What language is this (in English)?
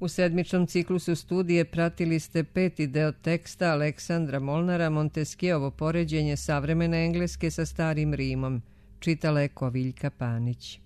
Serbian